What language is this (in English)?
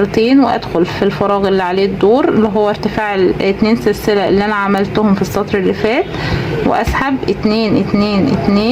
Egyptian Arabic